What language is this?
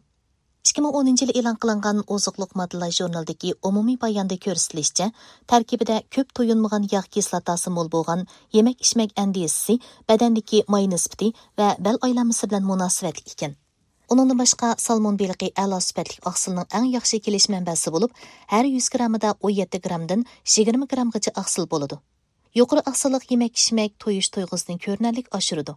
Uyghur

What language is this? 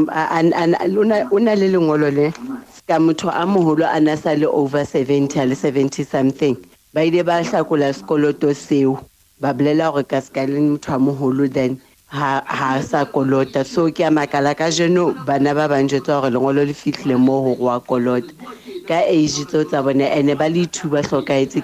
Southern Sotho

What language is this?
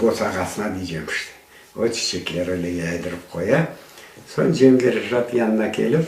Crimean Tatar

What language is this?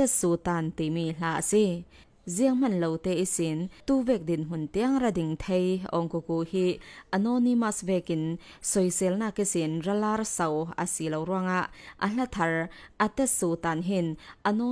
Falam Chin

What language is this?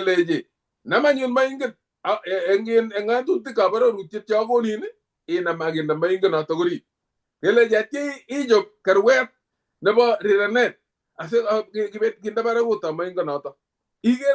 Kalenjin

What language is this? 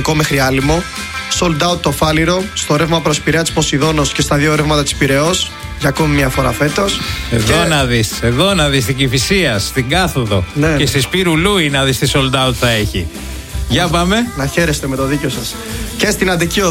Greek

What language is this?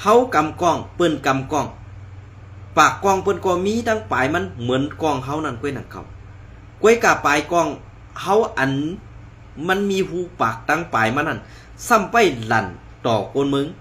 Shan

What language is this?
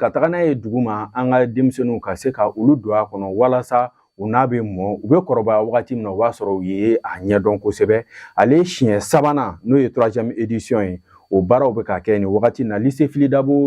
Bambara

